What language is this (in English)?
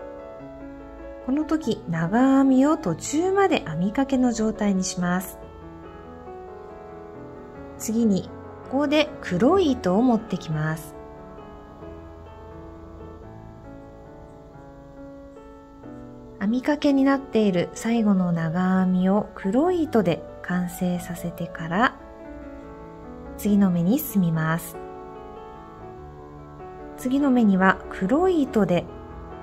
Japanese